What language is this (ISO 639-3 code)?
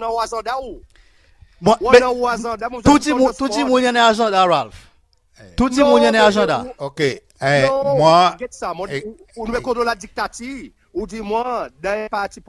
crs